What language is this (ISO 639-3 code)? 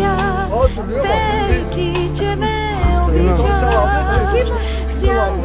bul